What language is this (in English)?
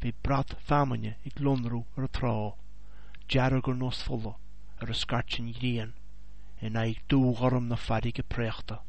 Irish